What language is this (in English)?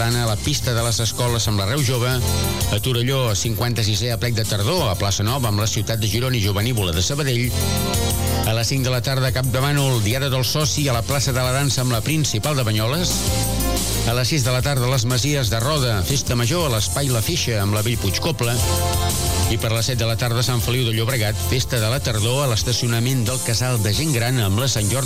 Catalan